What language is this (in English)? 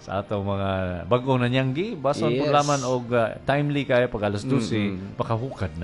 Cebuano